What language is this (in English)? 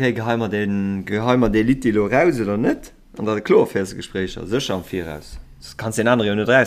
Luxembourgish